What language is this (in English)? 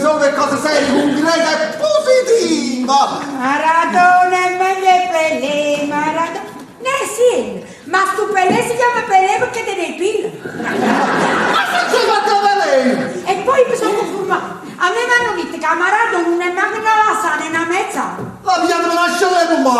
Neapolitan